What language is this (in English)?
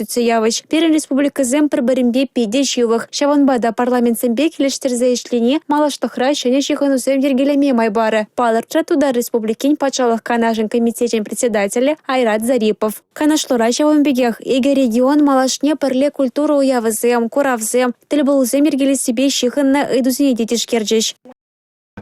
Chuvash